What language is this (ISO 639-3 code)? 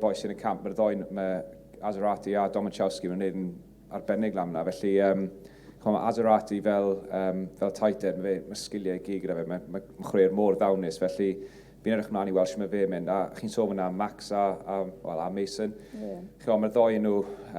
cym